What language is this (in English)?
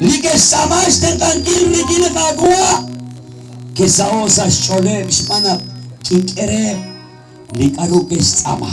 Kekchí